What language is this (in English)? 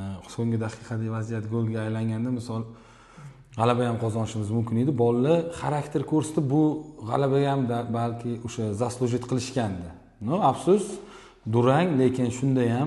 Uzbek